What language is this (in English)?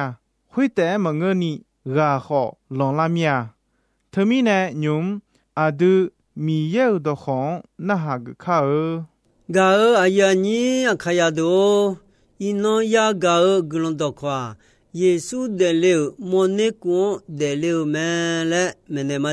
Akha